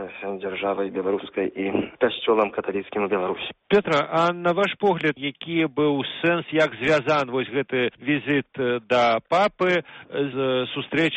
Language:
Belarusian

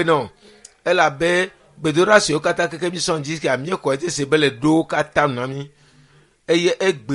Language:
Ewe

